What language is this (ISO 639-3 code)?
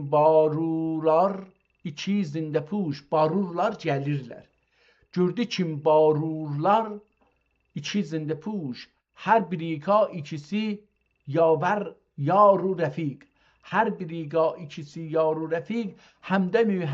azb